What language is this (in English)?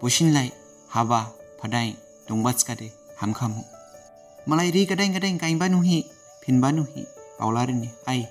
Dimasa